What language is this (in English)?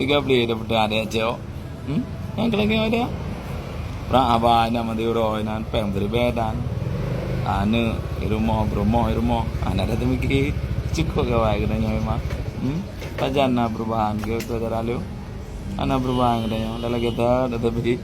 Achinese